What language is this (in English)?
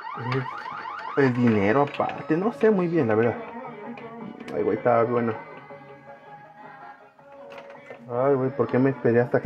Spanish